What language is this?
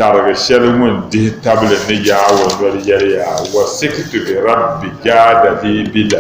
Dagbani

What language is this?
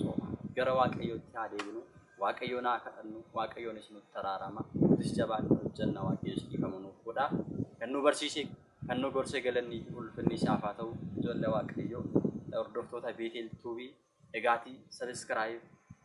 Oromo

